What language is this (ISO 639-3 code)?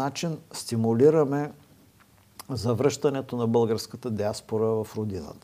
bul